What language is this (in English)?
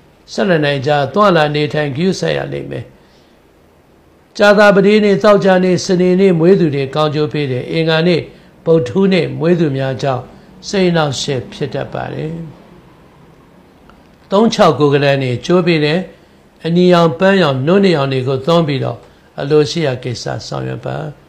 Burmese